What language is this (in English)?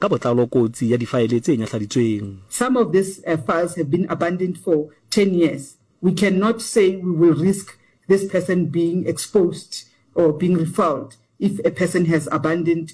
Southern Sotho